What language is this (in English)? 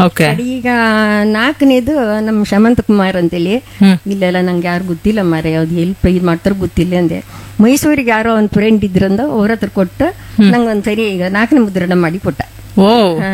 Kannada